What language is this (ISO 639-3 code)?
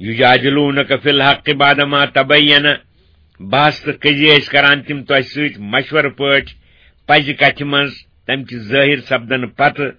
kas